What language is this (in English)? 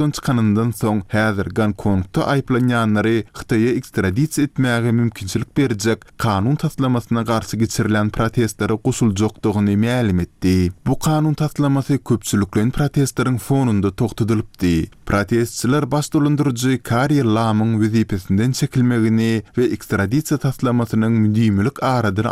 Turkmen